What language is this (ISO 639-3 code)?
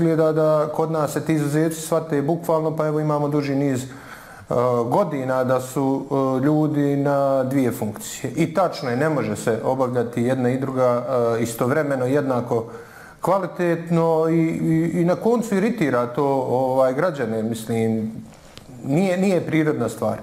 bos